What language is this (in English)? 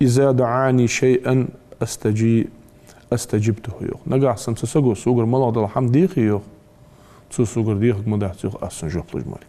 Ingush